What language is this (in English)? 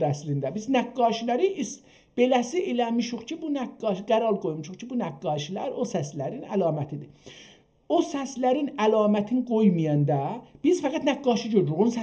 South Azerbaijani